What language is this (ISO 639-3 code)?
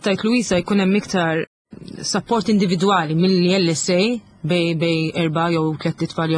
mlt